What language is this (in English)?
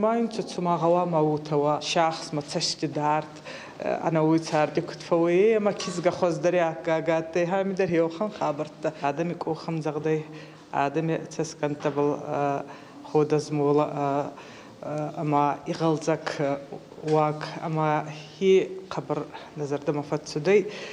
Ossetic